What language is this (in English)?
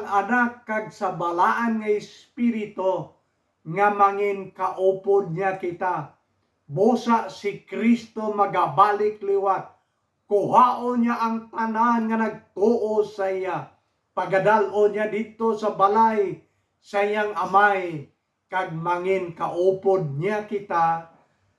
Hiligaynon